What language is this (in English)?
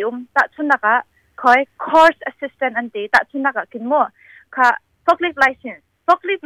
Hakha Chin